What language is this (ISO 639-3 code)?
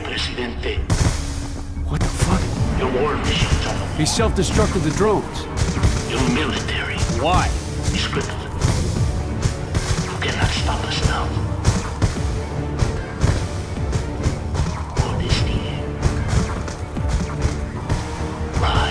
eng